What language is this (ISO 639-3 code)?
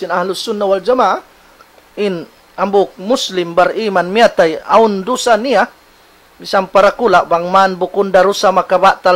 tsg